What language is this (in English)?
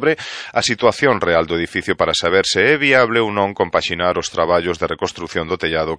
Galician